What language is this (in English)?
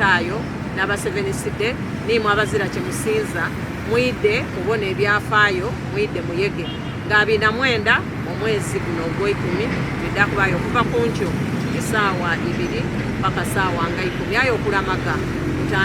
Soga